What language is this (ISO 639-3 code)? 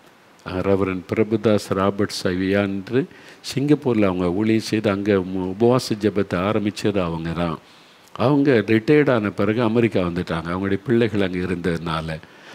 tam